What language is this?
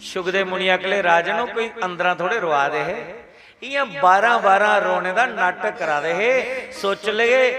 Dogri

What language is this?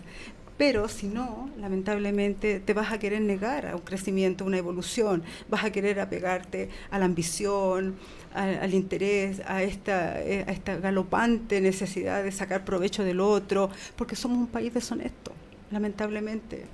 Spanish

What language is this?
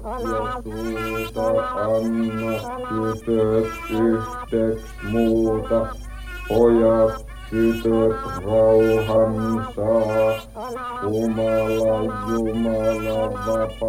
Finnish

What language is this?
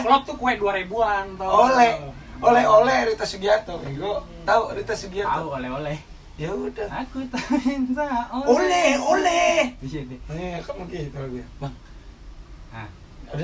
Betawi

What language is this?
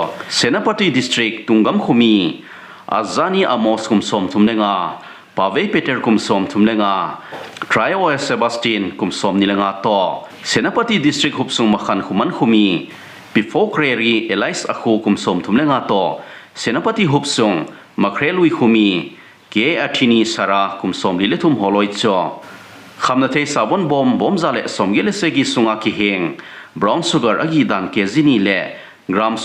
Thado Chin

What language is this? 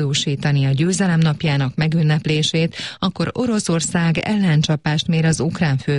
Hungarian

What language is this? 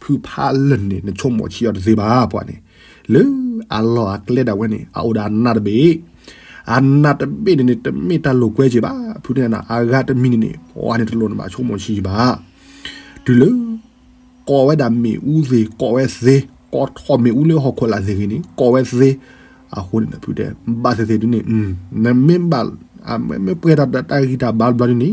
S'gaw Karen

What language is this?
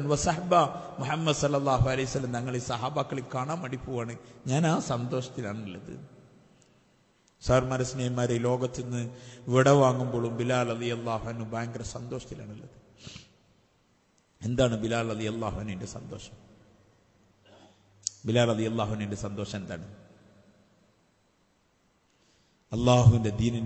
Malayalam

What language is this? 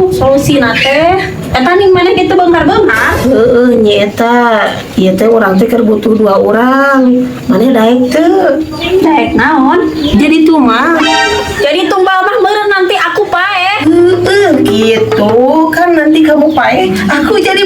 Sundanese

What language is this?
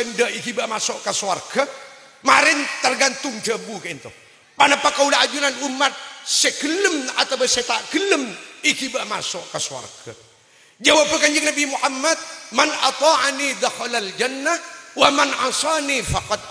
Madurese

